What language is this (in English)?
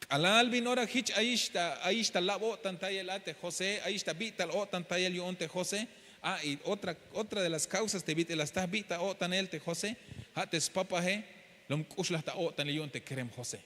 Tzeltal